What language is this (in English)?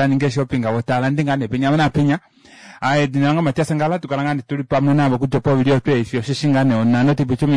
Kuanyama